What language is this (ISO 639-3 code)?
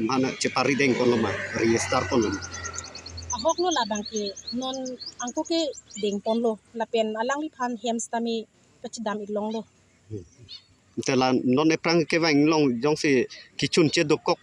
mjw